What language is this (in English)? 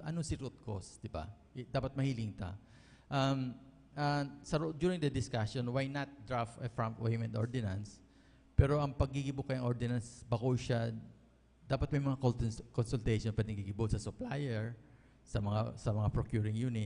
Bikol